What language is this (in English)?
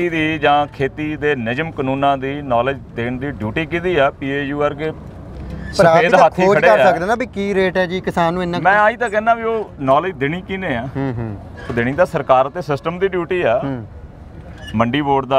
Punjabi